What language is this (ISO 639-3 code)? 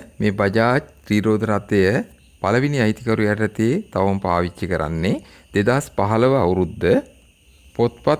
sin